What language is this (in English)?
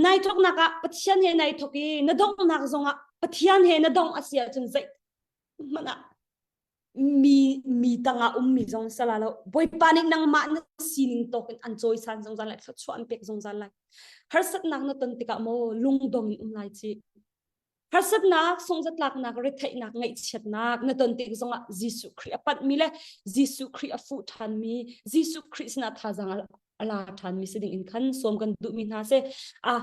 Hakha Chin